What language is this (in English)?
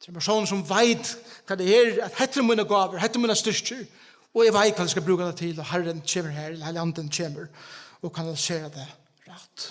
Faroese